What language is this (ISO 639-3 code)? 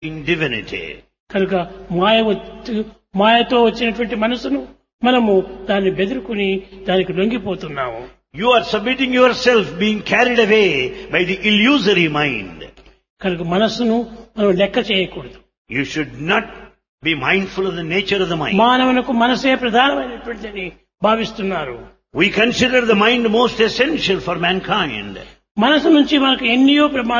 tel